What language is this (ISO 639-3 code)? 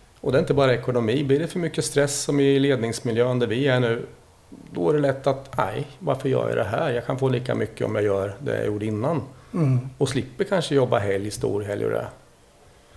swe